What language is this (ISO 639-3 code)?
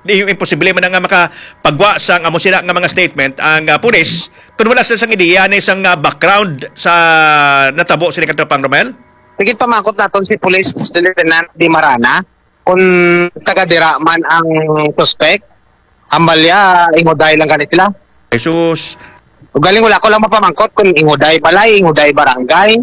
hil